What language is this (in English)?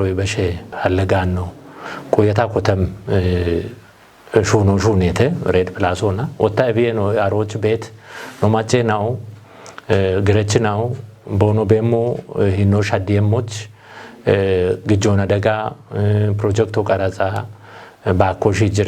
Kafa